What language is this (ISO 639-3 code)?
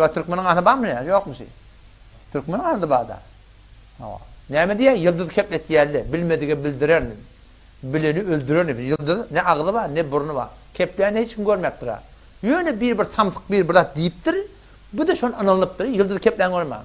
tuk